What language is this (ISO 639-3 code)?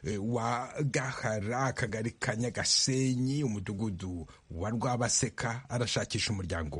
kin